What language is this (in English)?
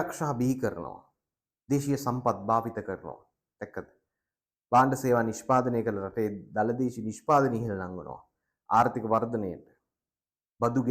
Sinhala